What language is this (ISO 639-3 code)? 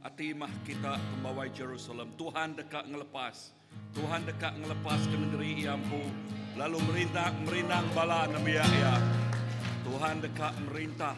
iba